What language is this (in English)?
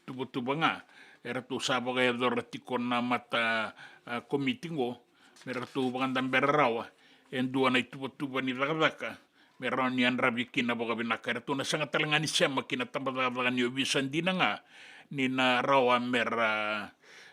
Fijian